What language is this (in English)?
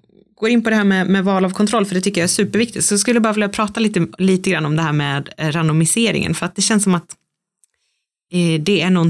Swedish